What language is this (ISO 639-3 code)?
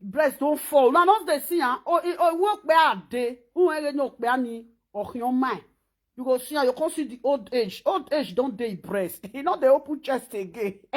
pcm